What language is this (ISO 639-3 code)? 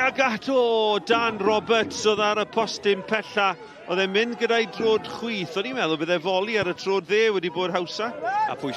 cym